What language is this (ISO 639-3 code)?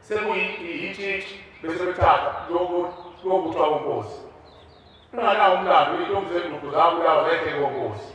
zul